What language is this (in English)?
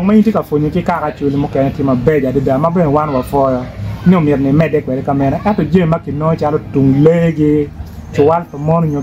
Acoli